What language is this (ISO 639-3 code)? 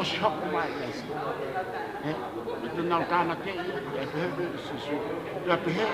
ton